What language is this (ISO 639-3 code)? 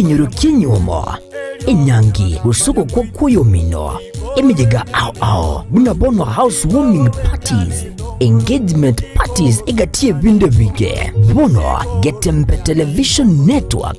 guz